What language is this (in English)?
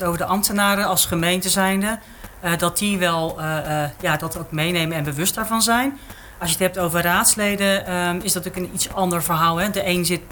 Dutch